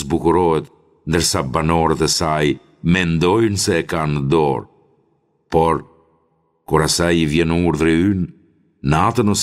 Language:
Albanian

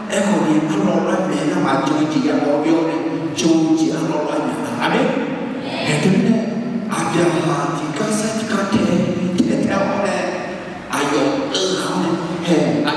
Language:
Akha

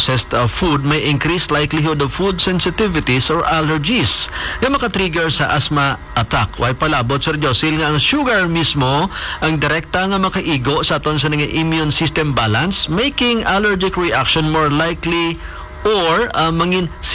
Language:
Hiligaynon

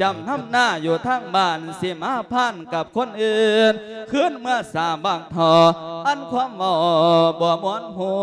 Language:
Lao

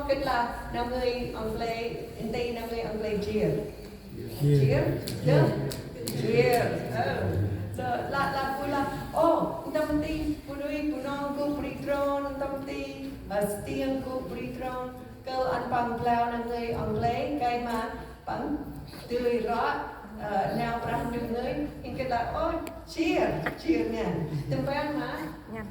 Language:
Central Mnong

